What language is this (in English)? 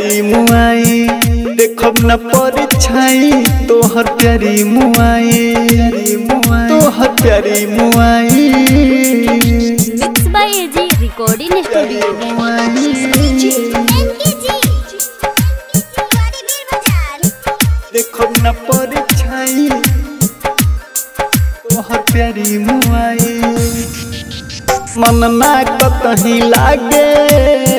Bhojpuri